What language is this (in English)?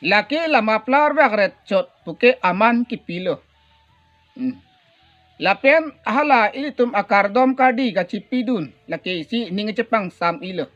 Karbi